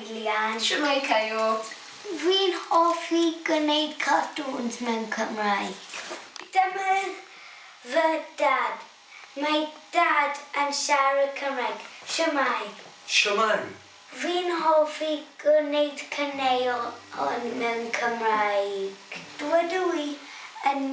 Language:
Welsh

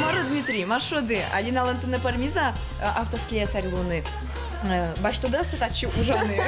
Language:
Udmurt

